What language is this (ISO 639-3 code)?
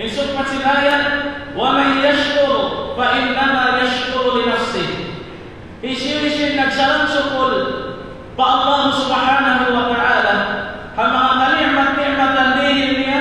tsg